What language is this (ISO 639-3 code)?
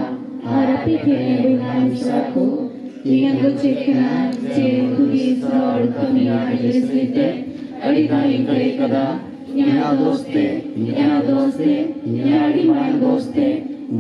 sat